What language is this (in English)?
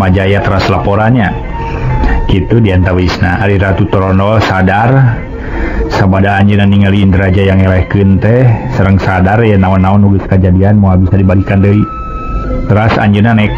Sundanese